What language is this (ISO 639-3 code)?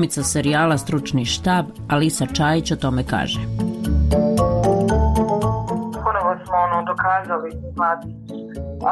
bos